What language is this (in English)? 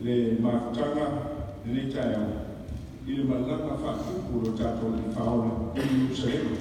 Samoan